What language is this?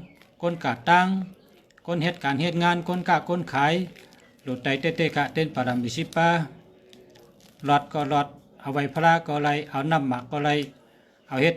Shan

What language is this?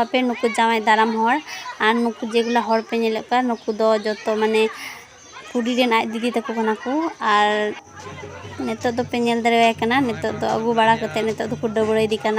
Santali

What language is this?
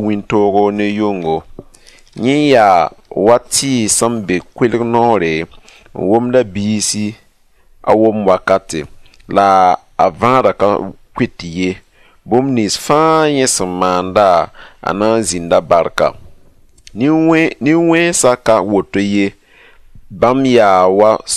Mossi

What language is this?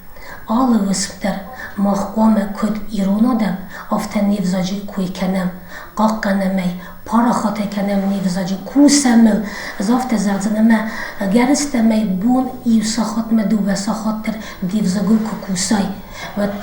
Ossetic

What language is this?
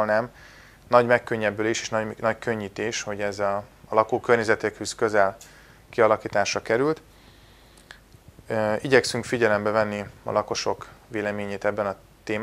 Hungarian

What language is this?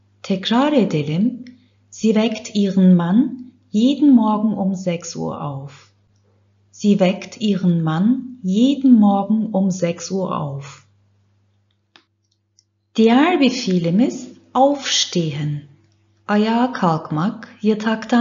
Turkish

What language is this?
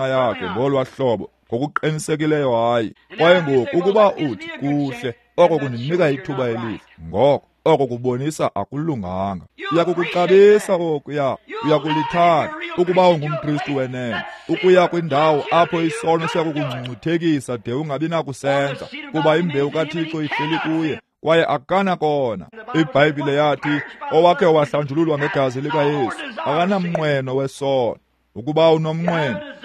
Xhosa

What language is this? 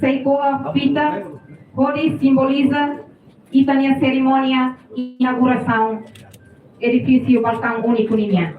Tetum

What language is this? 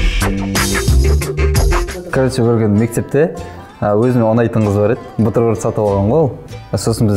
Kazakh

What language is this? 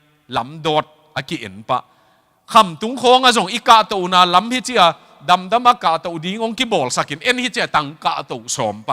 Tedim Chin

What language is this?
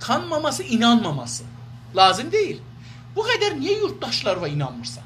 South Azerbaijani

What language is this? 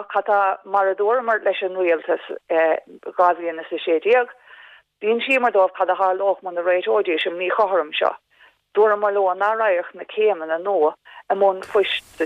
Irish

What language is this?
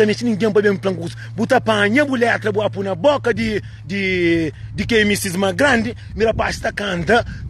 Kabuverdianu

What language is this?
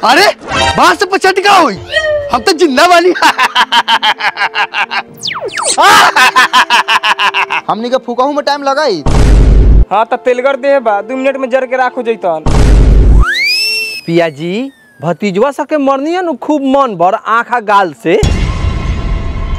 Bhojpuri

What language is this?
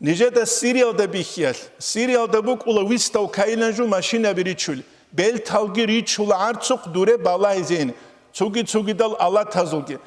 Avaric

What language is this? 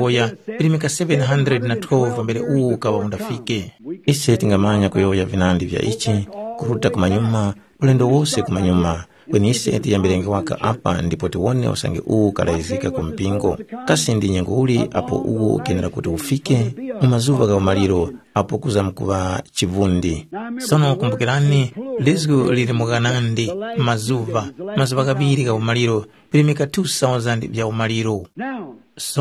Tumbuka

